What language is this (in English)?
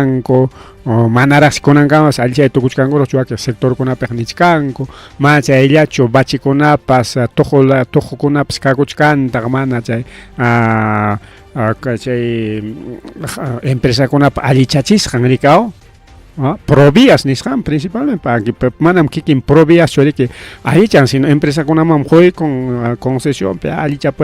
Ayacucho Quechua